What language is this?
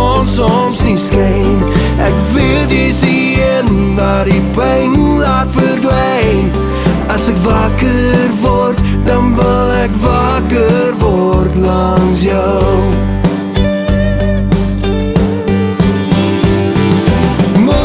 Afrikaans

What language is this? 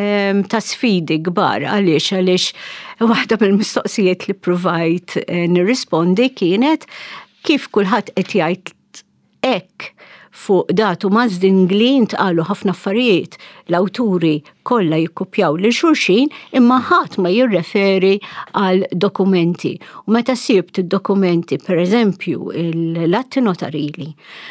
Maltese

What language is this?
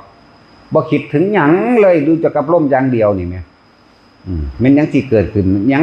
Northeastern Thai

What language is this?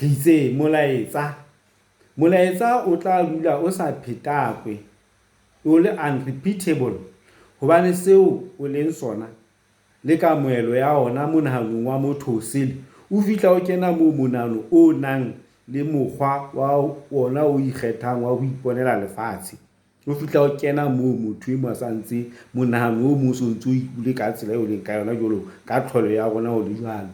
Southern Sotho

